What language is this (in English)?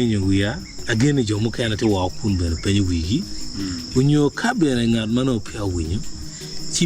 Acoli